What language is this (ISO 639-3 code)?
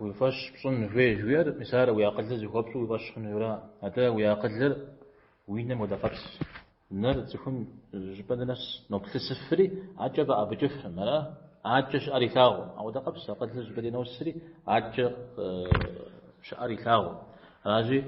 kbd